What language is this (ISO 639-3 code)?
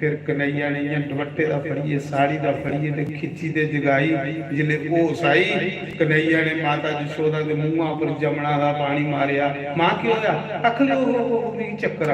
doi